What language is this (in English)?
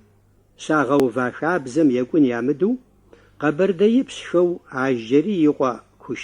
Kabardian